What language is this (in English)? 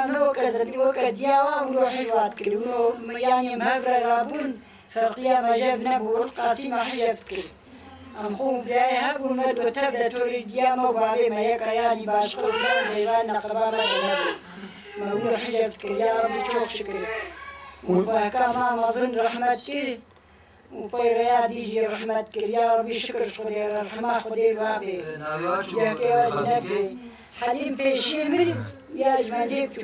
Kurdish